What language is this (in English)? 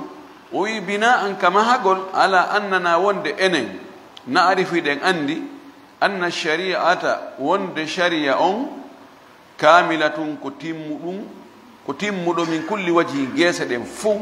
Fula